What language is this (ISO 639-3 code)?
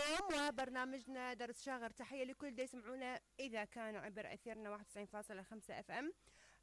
acm